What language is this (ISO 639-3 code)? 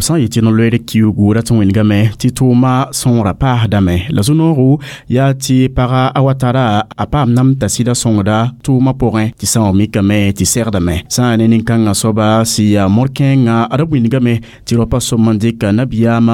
mos